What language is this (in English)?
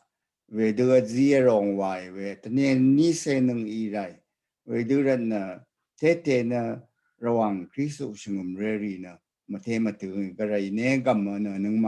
Rawang